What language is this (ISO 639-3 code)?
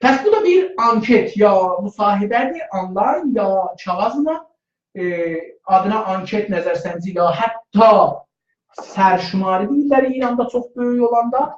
azb